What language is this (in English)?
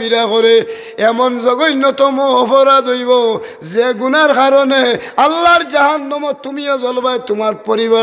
Sylheti